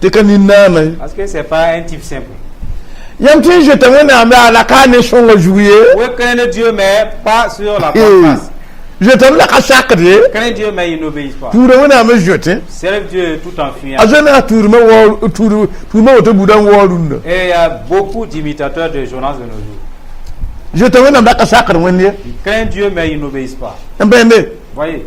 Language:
Mossi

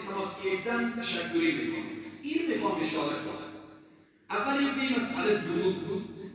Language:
Persian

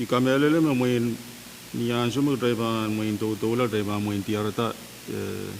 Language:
Pohnpeian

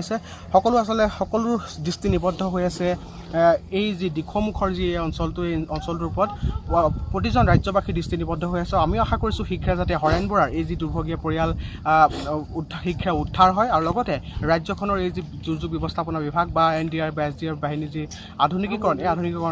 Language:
Assamese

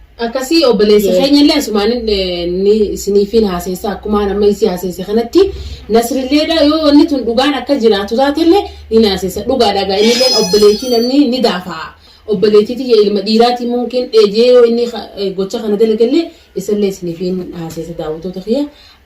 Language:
Oromo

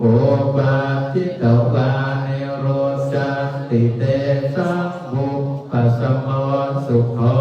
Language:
Pali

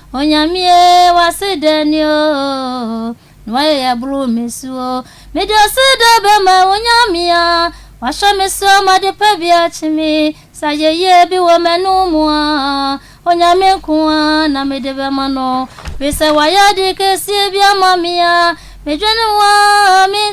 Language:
Akan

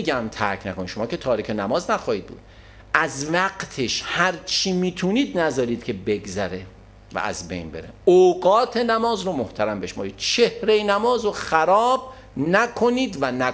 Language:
Persian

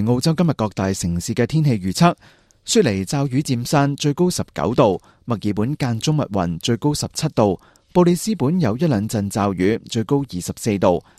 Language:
Cantonese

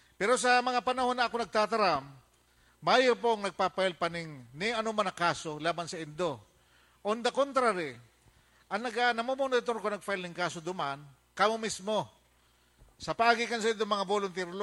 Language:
Bikol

